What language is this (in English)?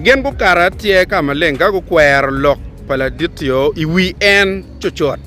Acoli